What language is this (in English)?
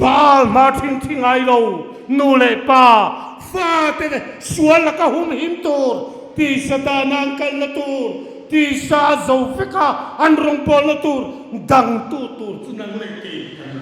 Hmar